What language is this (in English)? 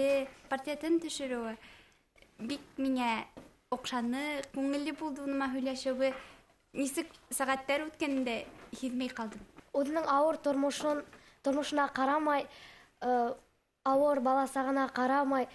Bashkir